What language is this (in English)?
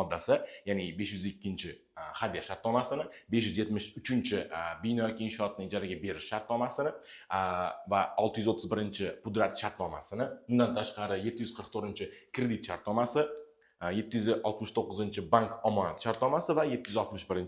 Uzbek